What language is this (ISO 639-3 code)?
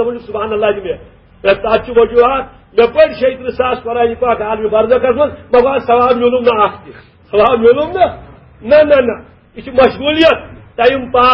kas